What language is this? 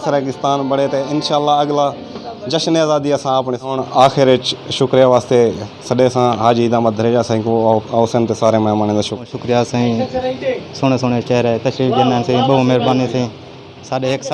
Saraiki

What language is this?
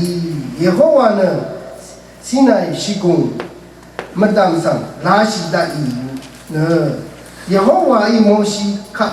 Rawang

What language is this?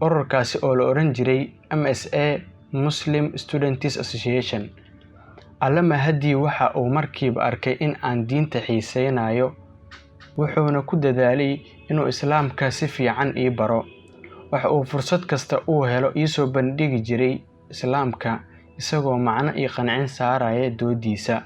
Somali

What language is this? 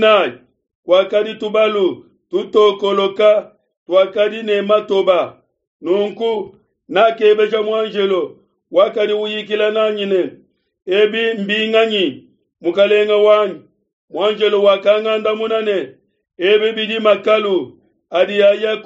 Luba-Lulua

